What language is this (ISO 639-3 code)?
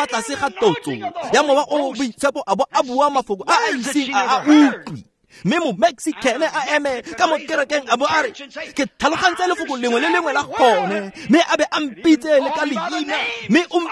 tsn